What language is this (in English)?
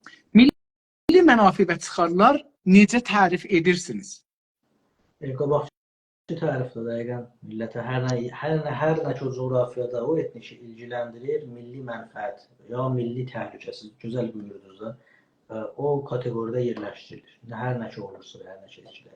South Azerbaijani